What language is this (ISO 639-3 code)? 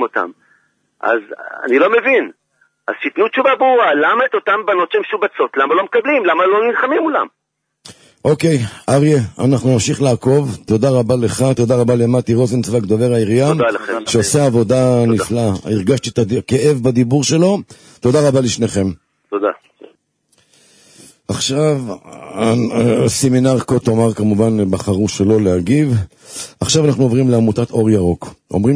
heb